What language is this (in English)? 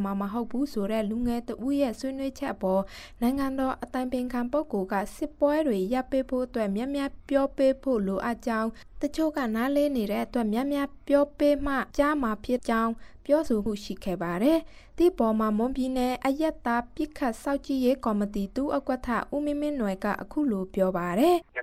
Burmese